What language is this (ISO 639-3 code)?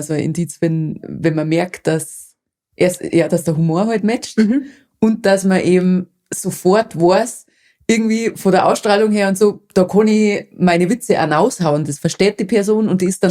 bar